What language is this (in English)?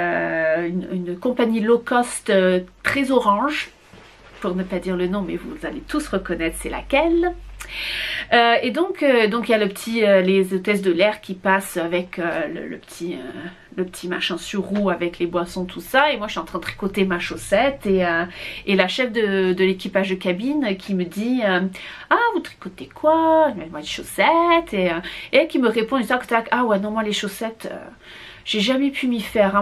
French